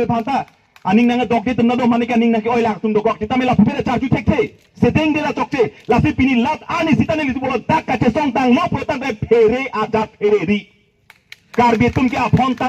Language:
Karbi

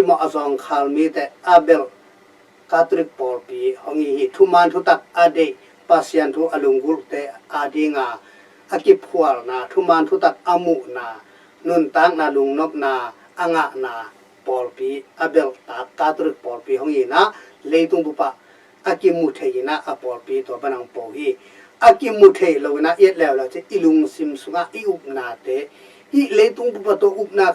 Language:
Tedim Chin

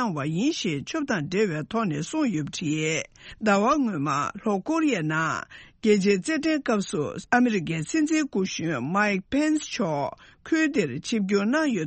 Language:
Tibetan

